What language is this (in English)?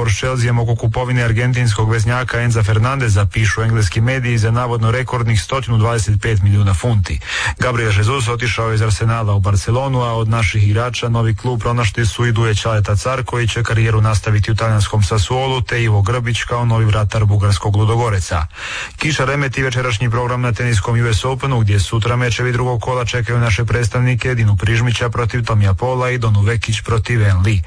Croatian